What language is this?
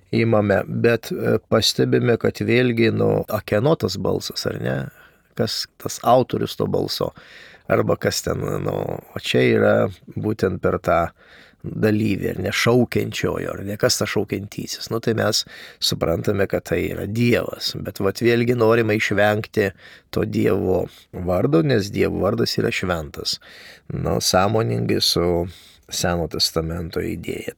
Lithuanian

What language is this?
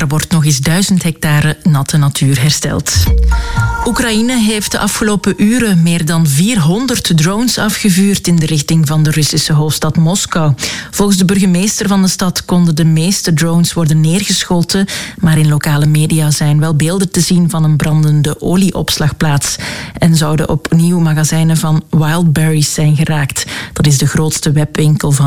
Dutch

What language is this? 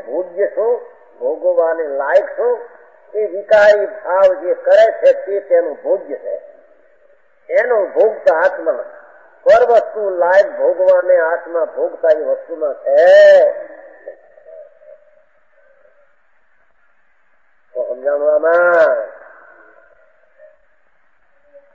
Gujarati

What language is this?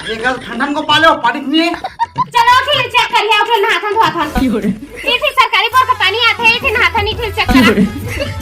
Chhattisgarhi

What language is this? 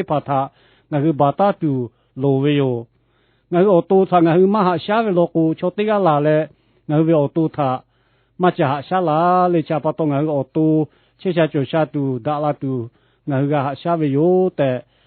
Lahu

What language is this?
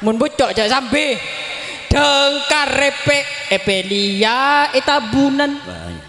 Madurese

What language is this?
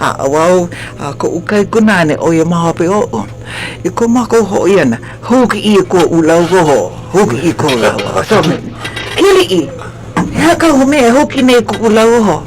Hawaiian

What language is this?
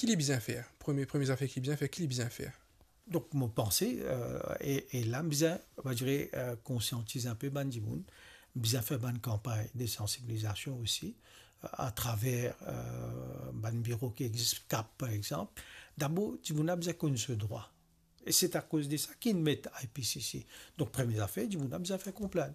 Morisyen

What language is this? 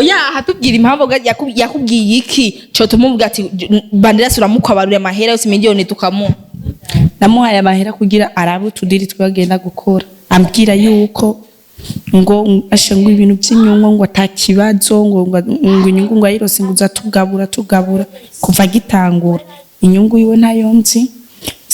Rundi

